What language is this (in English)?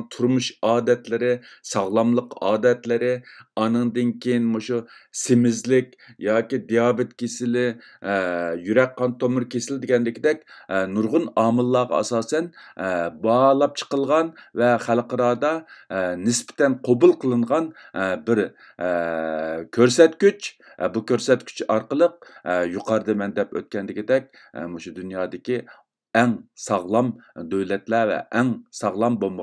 Uyghur